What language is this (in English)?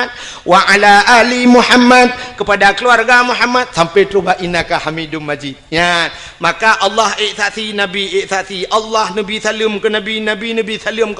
Achinese